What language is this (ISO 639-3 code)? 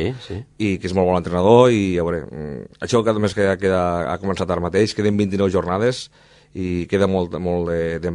cat